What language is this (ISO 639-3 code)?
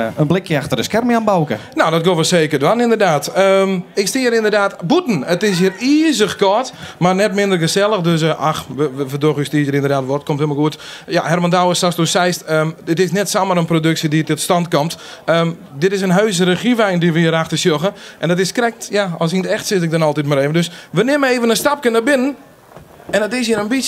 fry